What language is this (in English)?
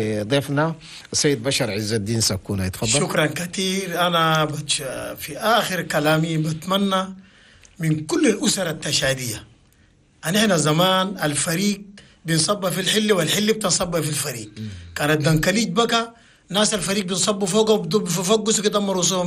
Chadian Arabic